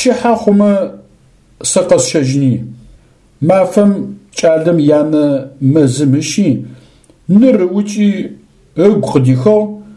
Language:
Adyghe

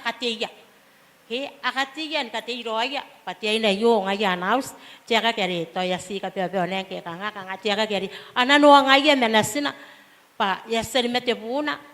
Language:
Gilbertese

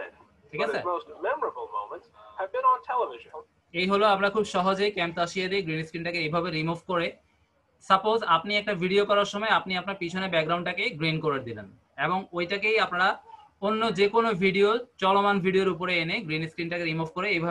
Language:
Bangla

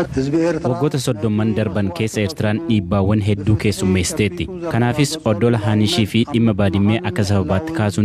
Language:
Oromo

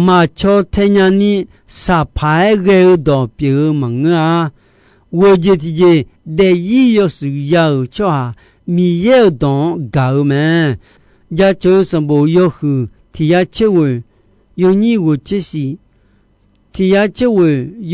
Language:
Akha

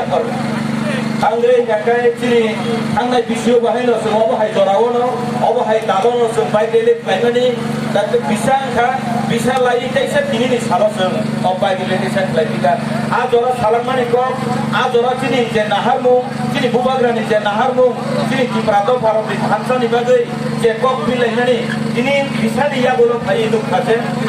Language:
Kok Borok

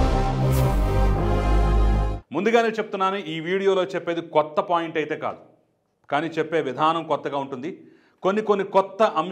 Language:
Telugu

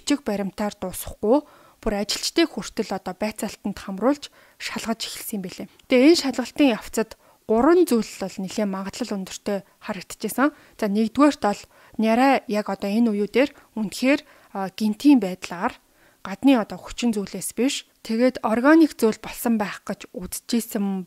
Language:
Mongolian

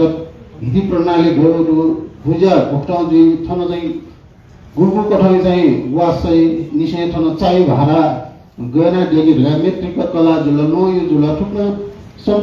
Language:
Newari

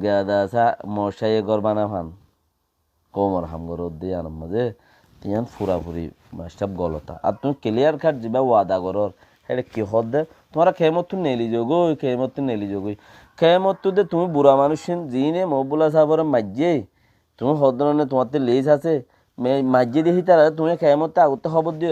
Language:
Rohingya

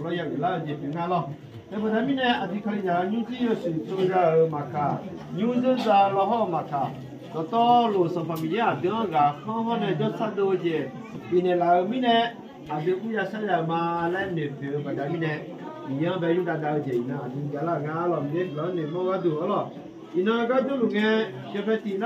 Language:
Akha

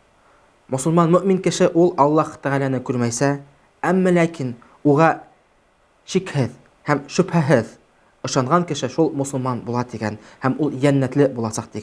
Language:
Bashkir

